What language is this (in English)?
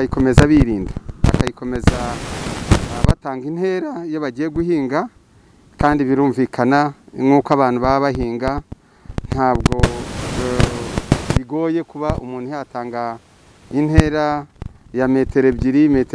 Kinyarwanda